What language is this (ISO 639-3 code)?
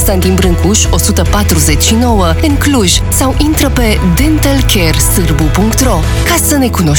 ron